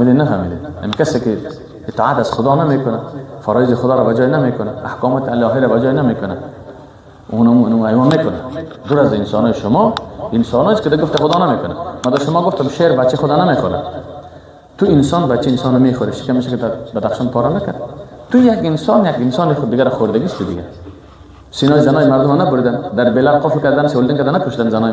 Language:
Persian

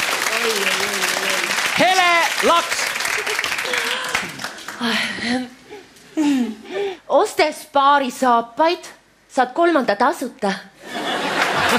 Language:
Estonian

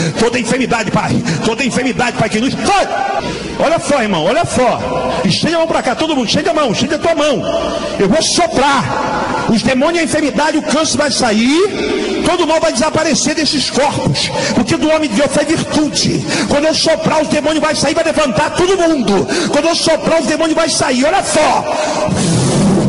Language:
Portuguese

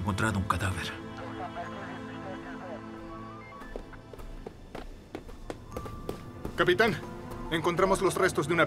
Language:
Spanish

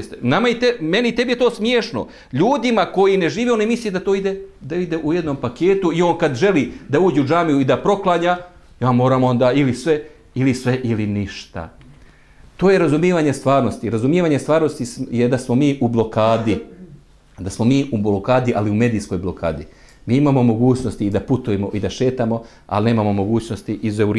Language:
Bosnian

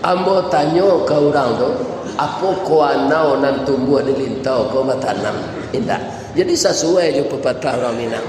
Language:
Minangkabau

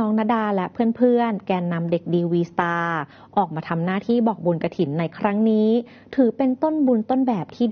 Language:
Thai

